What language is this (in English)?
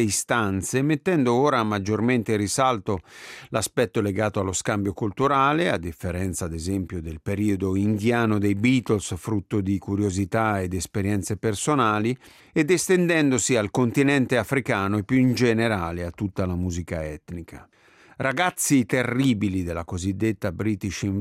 Italian